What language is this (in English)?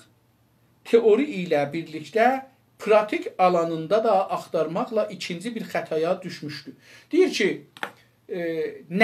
South Azerbaijani